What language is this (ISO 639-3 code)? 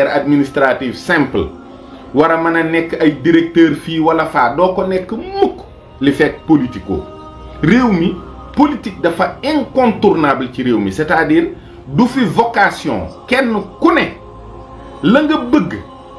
wol